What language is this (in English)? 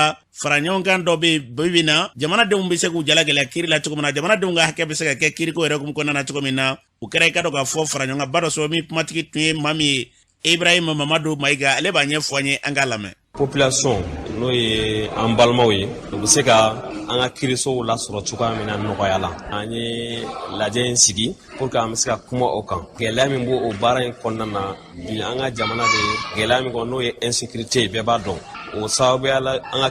Bambara